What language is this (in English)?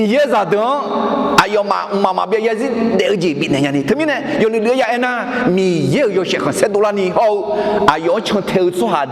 Akha